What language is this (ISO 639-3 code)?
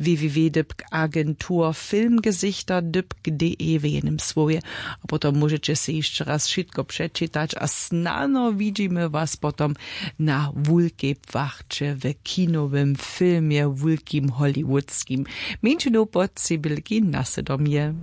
hsb